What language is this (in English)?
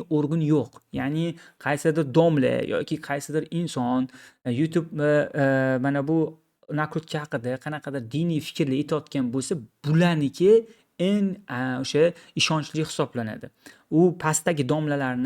Uzbek